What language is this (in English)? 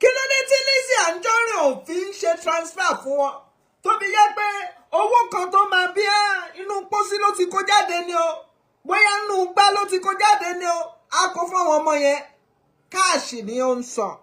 Yoruba